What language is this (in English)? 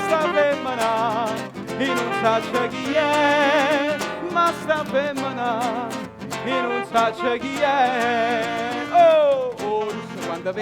Neapolitan